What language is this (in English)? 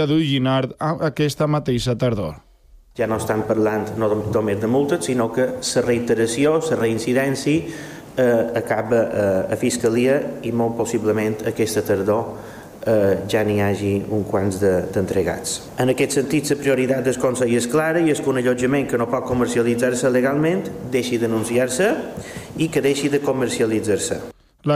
Catalan